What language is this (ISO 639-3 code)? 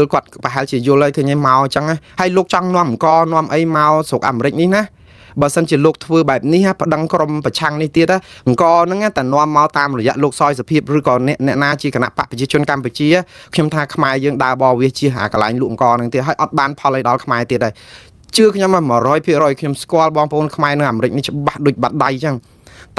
khm